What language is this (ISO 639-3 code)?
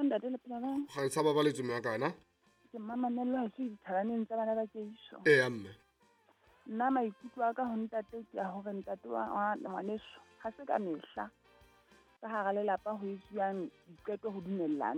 sot